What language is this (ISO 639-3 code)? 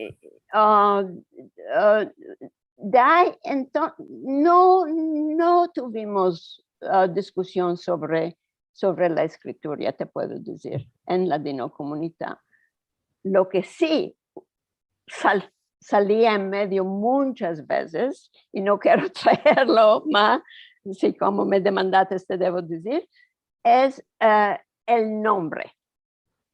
lad